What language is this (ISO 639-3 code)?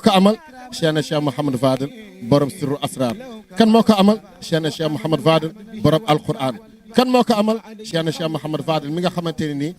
wol